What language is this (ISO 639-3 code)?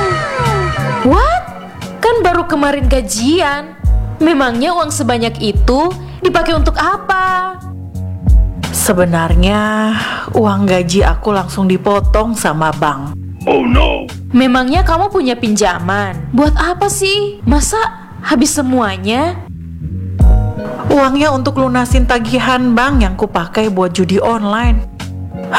ind